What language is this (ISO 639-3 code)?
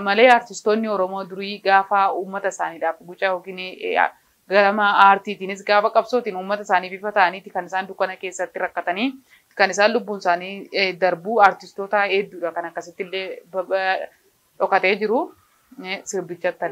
orm